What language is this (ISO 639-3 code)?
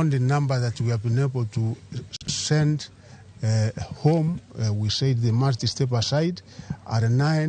luo